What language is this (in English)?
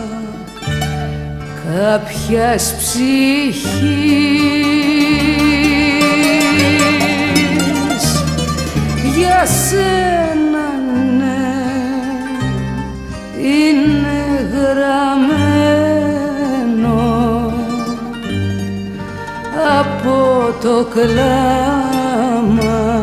Greek